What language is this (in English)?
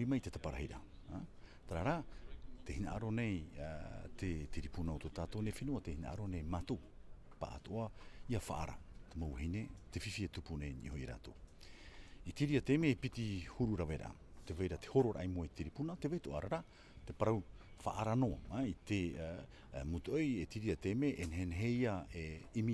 Tahitian